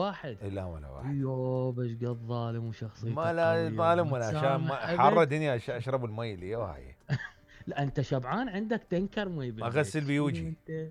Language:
Mesopotamian Arabic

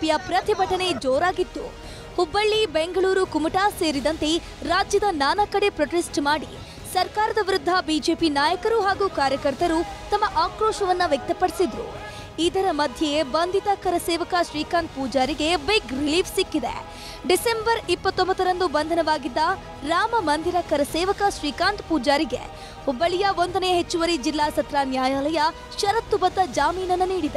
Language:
Kannada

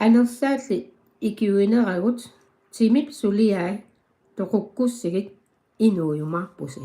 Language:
Kalaallisut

